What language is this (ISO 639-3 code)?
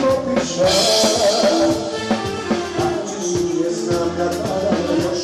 hrv